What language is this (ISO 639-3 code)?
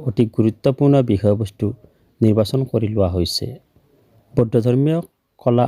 asm